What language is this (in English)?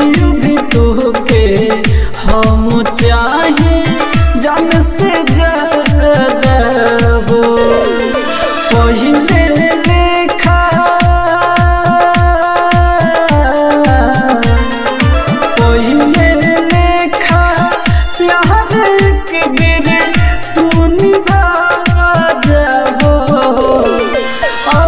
Bhojpuri